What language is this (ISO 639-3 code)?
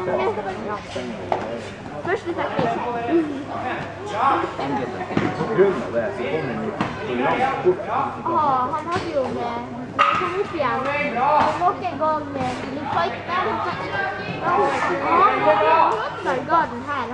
nor